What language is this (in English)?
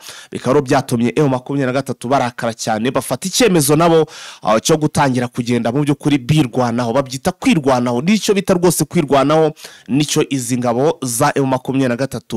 Kinyarwanda